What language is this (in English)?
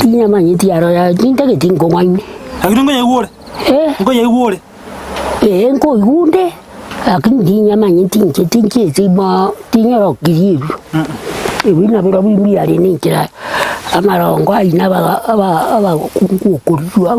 Gusii